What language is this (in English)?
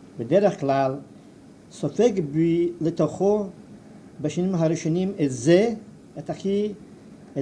Hebrew